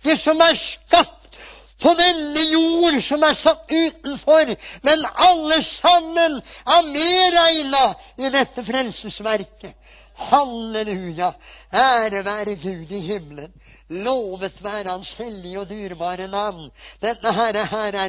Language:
Norwegian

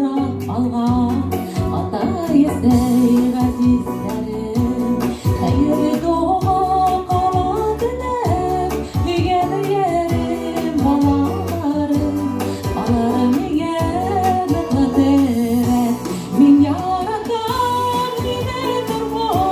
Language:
Bashkir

